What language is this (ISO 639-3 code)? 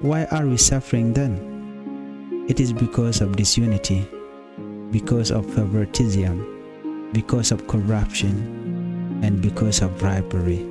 nus